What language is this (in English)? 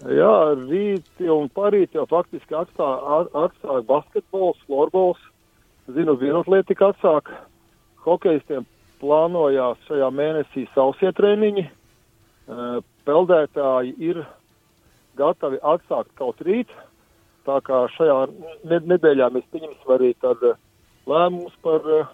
Latvian